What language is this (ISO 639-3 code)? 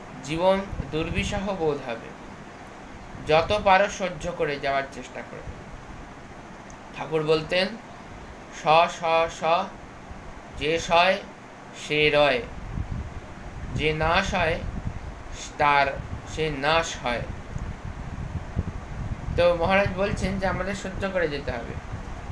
ben